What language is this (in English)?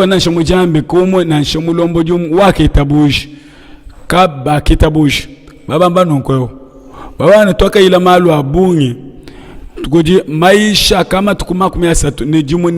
Luba-Lulua